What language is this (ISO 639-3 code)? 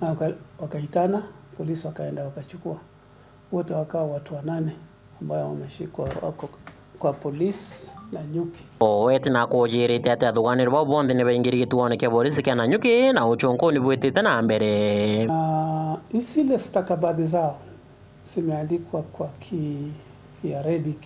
mer